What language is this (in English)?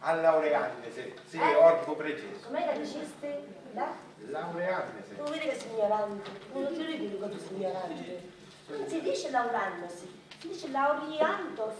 Sicilian